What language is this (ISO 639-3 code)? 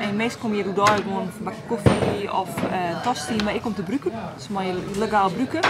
fry